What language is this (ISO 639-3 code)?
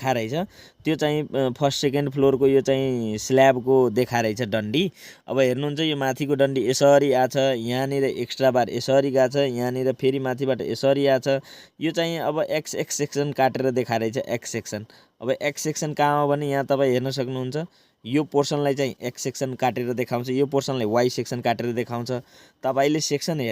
nep